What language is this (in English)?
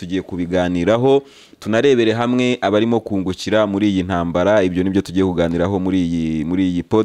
Kinyarwanda